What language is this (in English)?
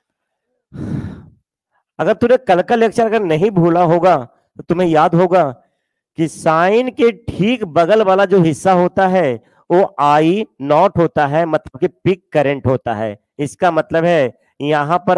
Hindi